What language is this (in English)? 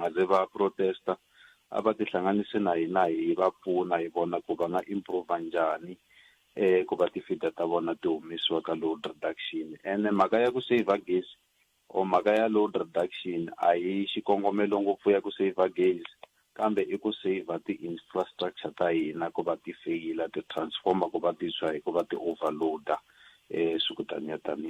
Tsonga